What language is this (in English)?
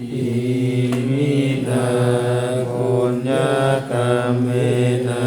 Pali